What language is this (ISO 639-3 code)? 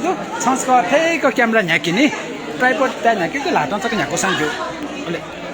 new